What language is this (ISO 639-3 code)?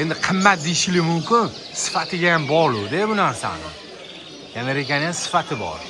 uzb